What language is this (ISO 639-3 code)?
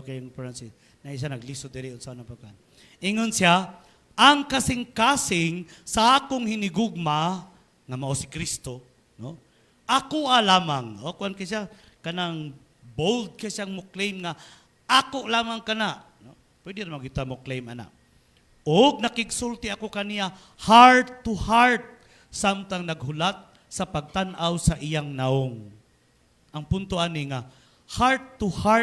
ceb